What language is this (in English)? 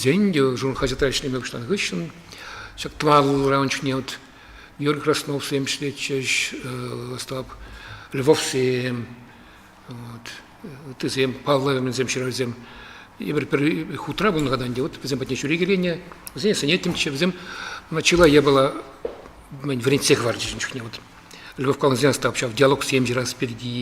Chuvash